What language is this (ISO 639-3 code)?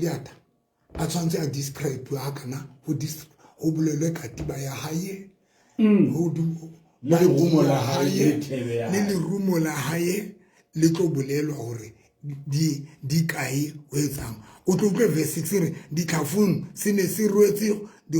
sot